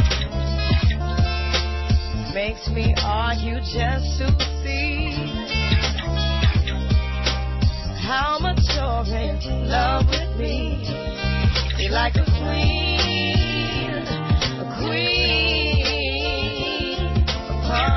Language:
English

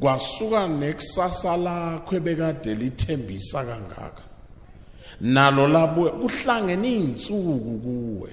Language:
Zulu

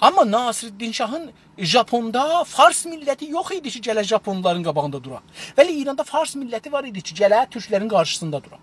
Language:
South Azerbaijani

